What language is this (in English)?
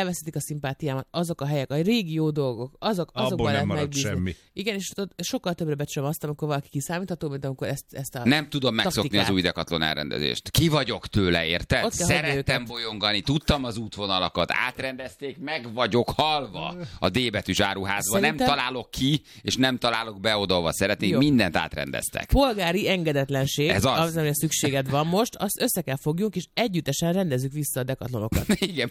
Hungarian